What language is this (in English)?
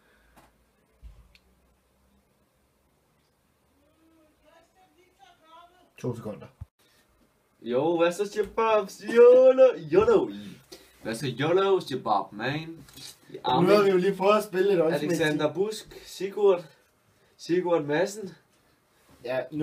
Danish